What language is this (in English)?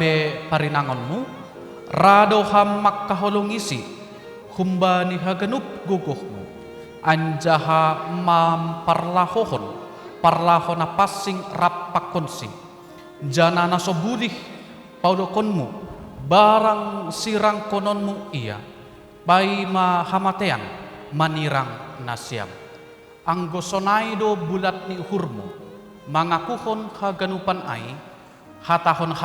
Batak Simalungun